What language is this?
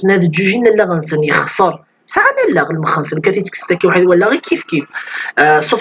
Kabyle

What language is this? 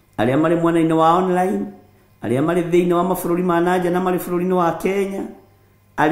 Kikuyu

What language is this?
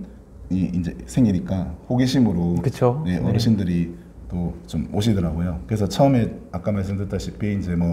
Korean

